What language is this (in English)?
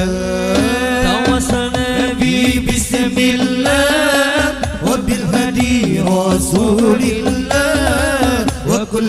Banjar